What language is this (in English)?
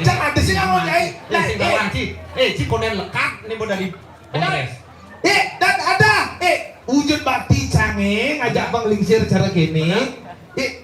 Balinese